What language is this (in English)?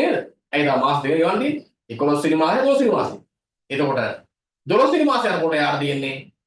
Sinhala